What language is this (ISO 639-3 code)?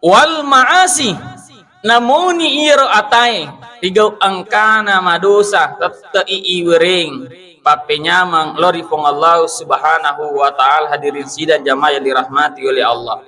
bug